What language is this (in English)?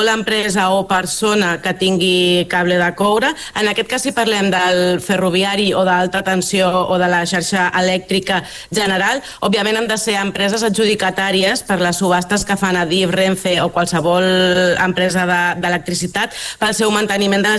Catalan